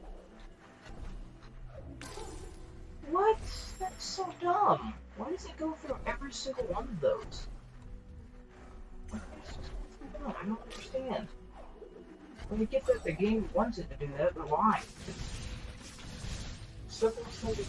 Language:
English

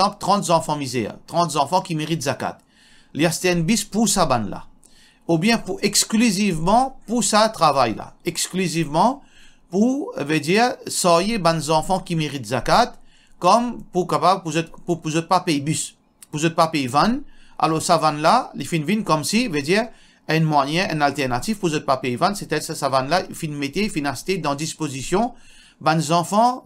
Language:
Morisyen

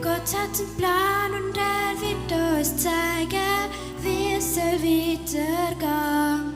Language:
Swiss German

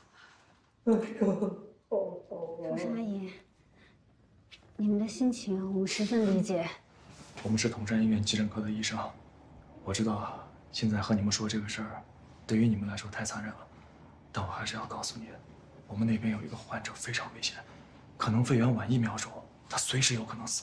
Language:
Chinese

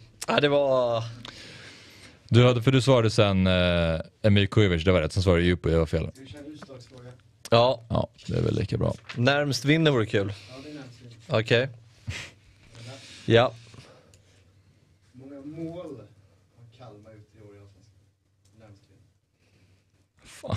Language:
Swedish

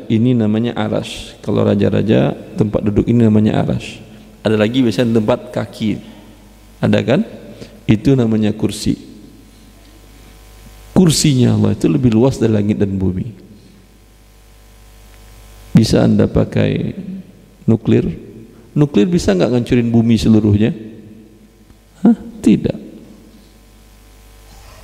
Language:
Indonesian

